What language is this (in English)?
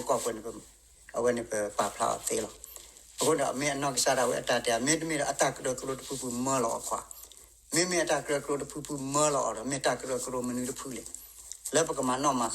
S'gaw Karen